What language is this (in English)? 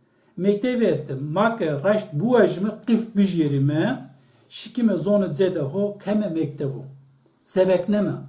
Zaza